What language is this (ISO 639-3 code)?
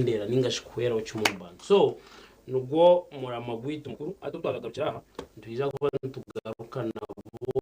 nyn